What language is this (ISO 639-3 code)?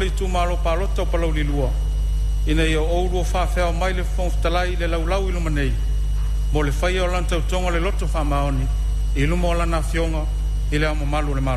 smo